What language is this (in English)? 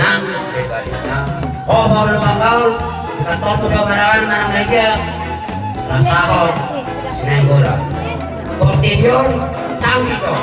Batak Toba